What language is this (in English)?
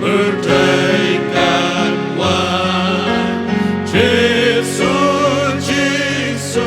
Khasi